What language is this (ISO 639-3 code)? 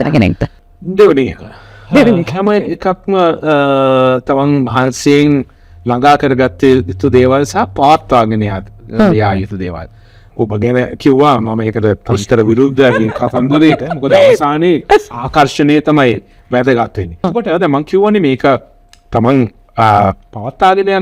sin